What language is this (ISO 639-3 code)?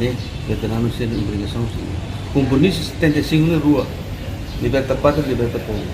tet